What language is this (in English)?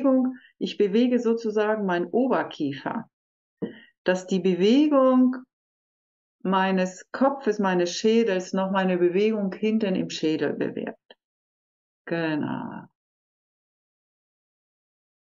German